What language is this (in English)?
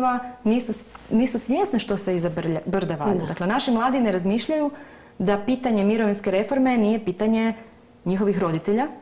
Croatian